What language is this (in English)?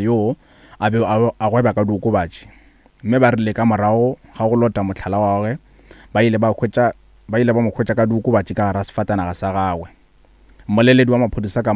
Northern Sotho